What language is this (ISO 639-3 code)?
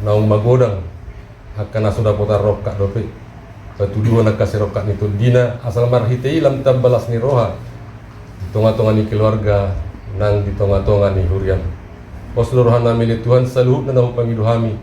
bbc